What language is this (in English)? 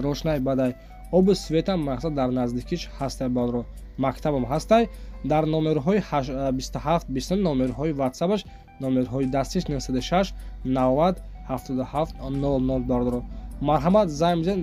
Tajik